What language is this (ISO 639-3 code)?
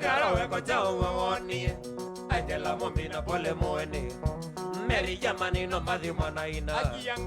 kam